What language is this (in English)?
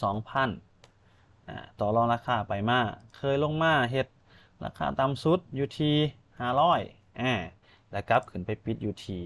Lao